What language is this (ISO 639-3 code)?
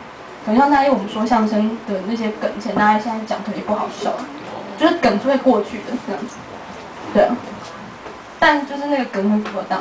zho